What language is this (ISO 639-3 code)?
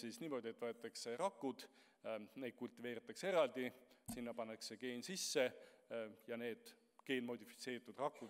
est